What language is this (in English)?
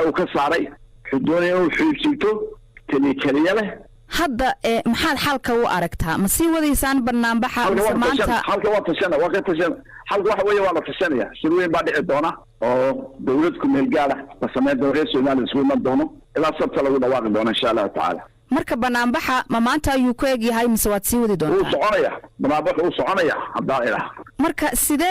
Somali